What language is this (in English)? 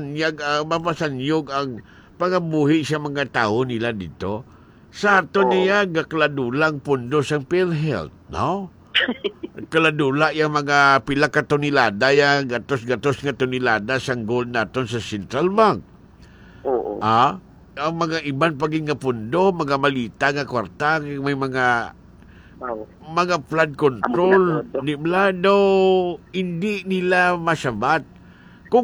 Hiligaynon